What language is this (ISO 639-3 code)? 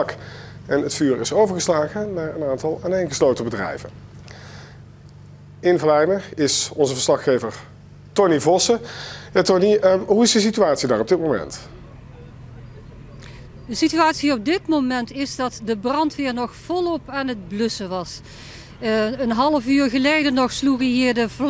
nld